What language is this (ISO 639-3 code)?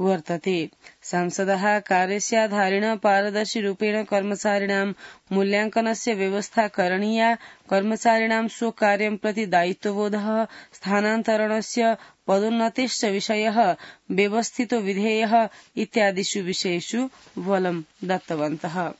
san